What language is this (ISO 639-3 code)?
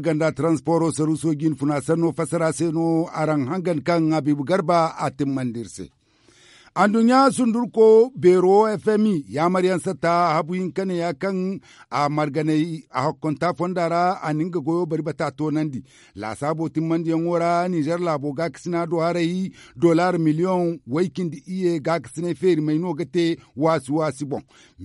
dje